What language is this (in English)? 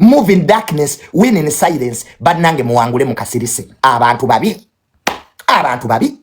Ganda